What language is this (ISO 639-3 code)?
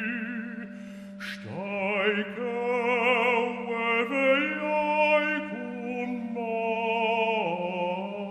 roh